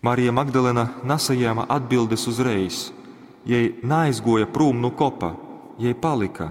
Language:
Latgalian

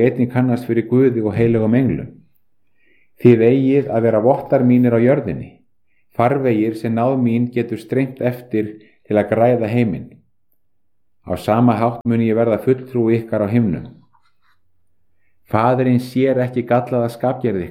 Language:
Icelandic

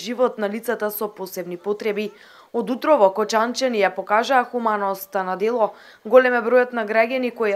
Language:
Macedonian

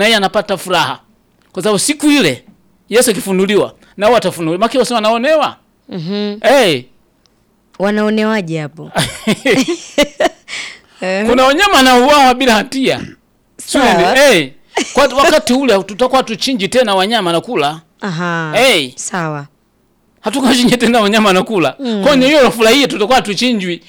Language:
Swahili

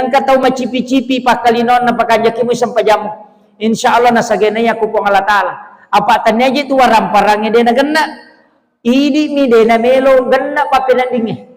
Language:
Buginese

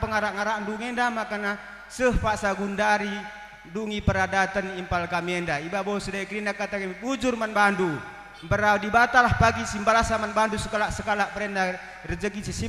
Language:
Batak Karo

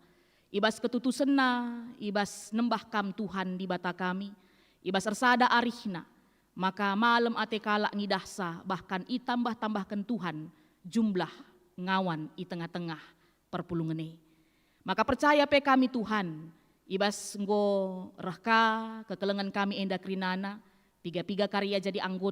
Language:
Batak Karo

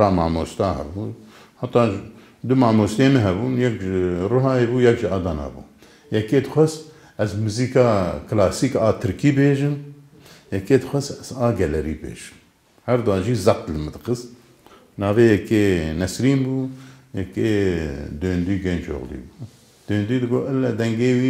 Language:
Kurdish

